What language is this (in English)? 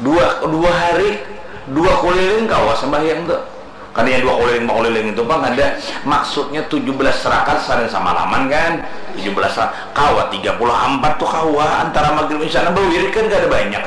Banjar